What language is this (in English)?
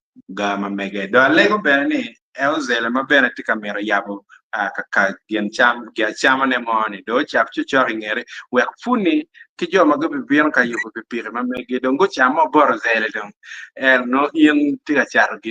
Acoli